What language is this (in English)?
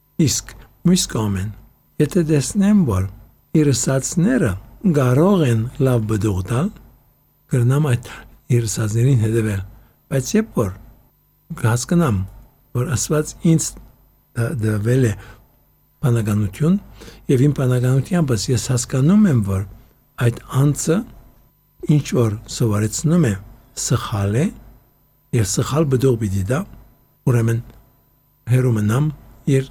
Armenian